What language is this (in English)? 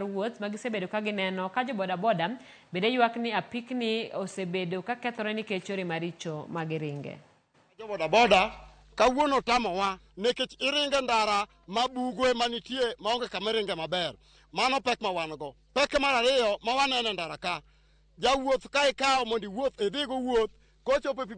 Luo (Kenya and Tanzania)